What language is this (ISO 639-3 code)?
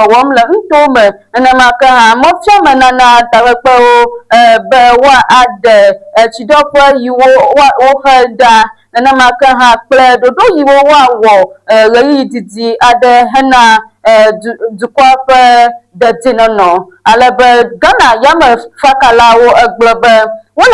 ewe